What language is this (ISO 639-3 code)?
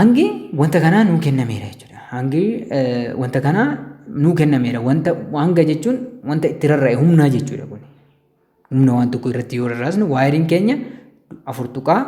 orm